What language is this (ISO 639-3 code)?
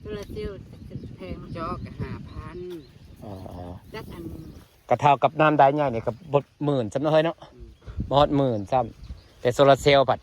tts